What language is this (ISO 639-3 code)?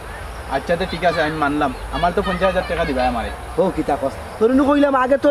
syl